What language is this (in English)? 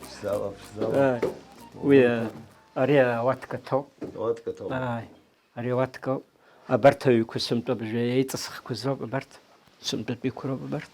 Abkhazian